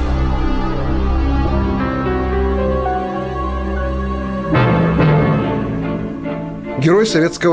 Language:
Russian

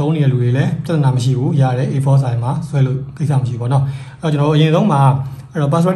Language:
Burmese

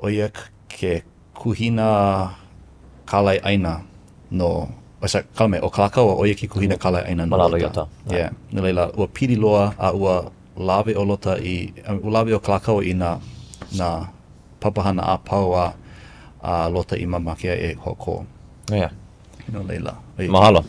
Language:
Hawaiian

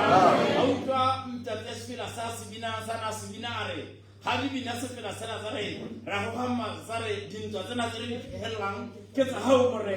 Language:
Tswana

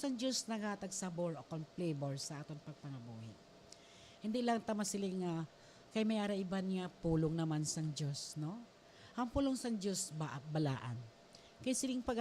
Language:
Hiligaynon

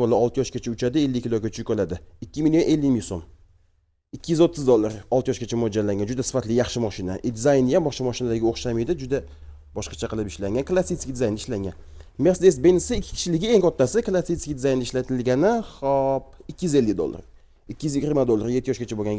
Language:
Uzbek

